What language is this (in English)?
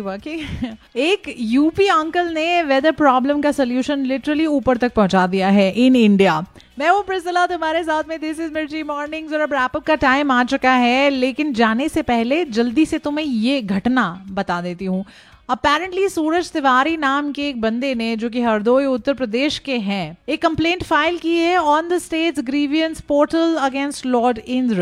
Hindi